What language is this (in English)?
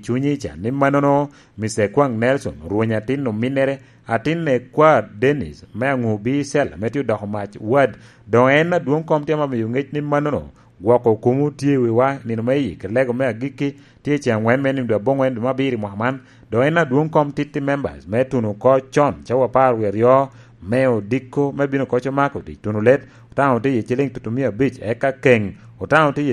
Lango (Uganda)